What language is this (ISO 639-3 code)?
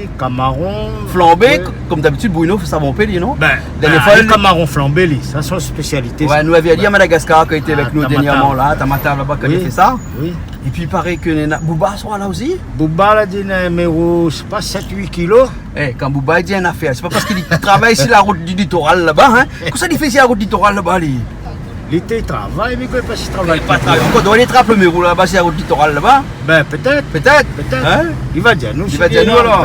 rcf